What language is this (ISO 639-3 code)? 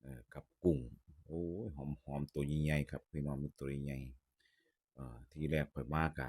tts